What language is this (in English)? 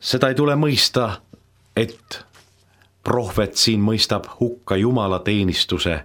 Estonian